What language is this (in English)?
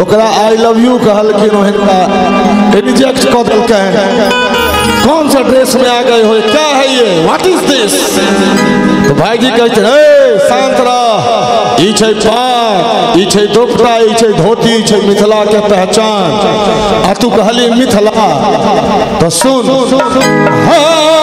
Maithili